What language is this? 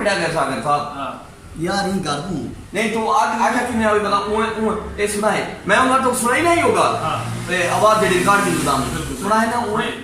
Saraiki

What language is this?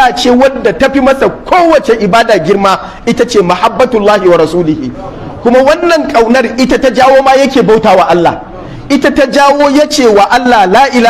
Hausa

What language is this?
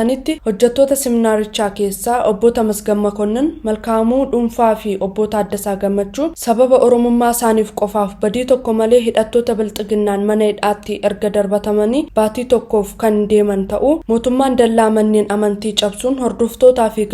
Oromo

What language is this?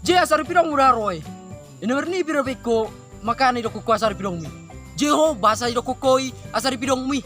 Batak Toba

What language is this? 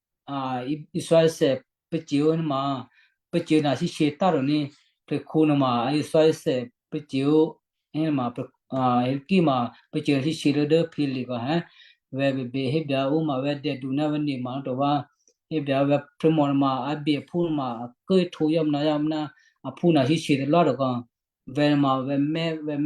Western Kayah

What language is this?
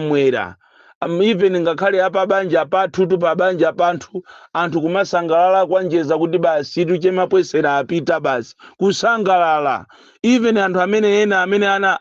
Nyanja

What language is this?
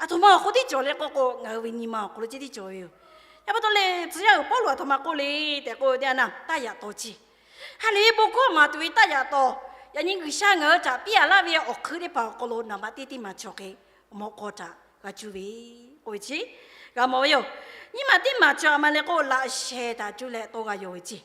Lahu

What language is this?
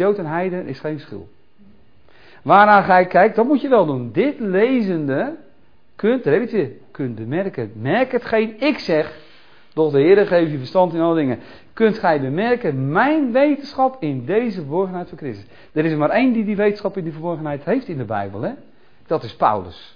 Dutch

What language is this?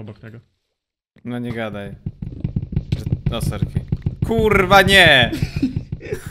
Polish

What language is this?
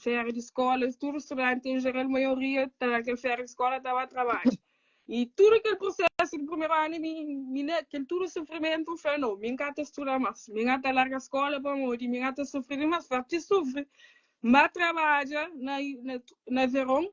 Kabuverdianu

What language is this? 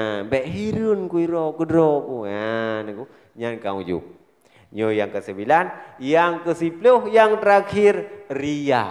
Achinese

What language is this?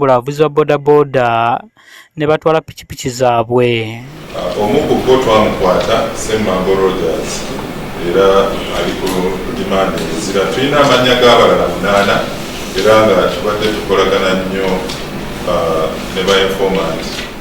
Ganda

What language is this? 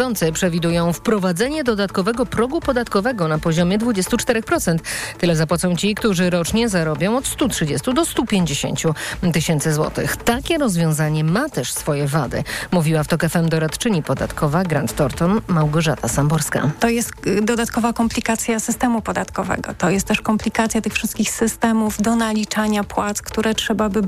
Polish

